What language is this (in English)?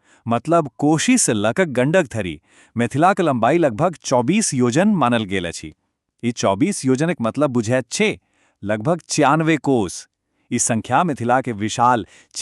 Maithili